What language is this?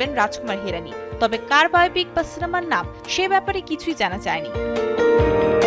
Bangla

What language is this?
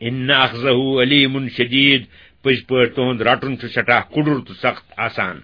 Kashmiri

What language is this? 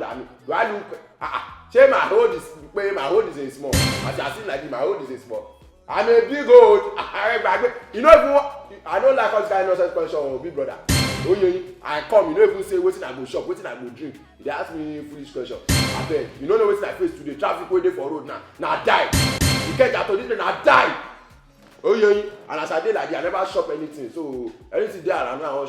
Nigerian Pidgin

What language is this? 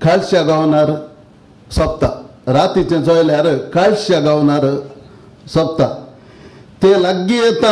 Konkani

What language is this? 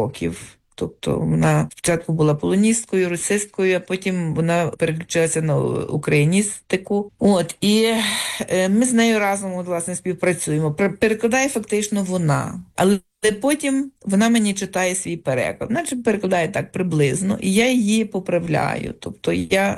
Ukrainian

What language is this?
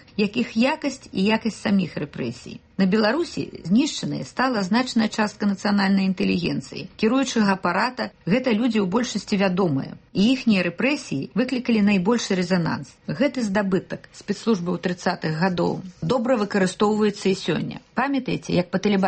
Belarusian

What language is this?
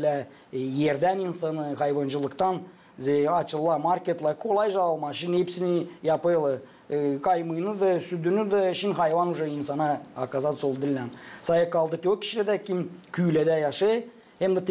Gagauz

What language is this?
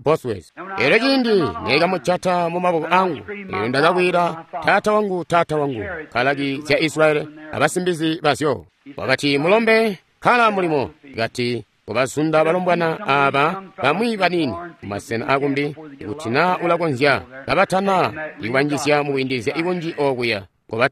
Tonga (Zambia)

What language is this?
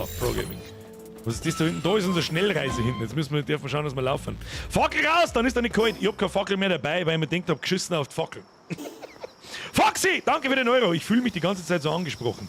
Bavarian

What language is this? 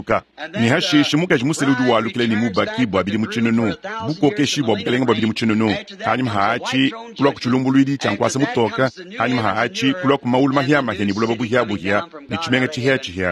Luba-Lulua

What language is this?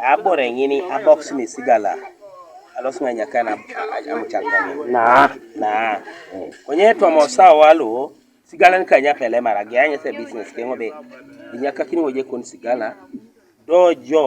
Teso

